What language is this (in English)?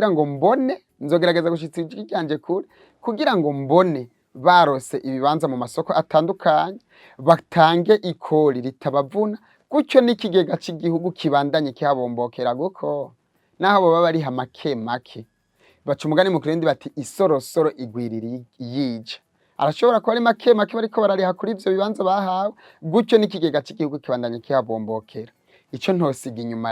Rundi